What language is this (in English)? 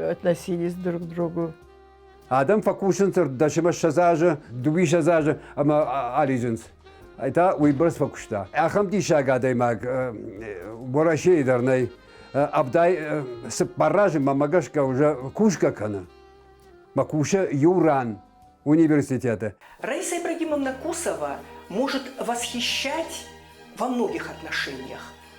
Ossetic